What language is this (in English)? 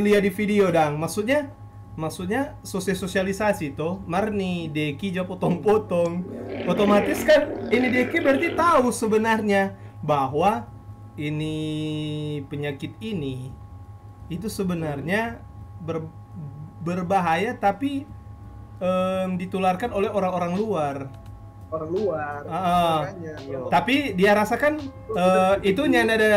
Manado Malay